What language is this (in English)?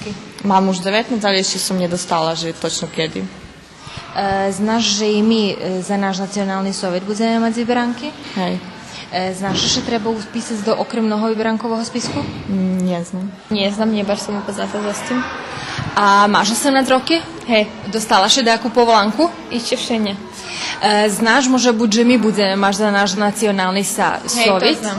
Rusyn